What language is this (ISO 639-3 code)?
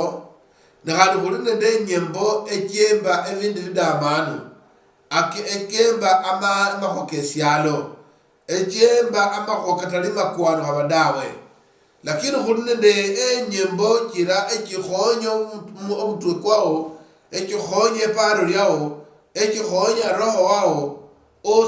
luy